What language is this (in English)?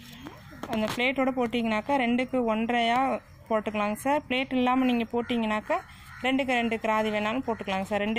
Tamil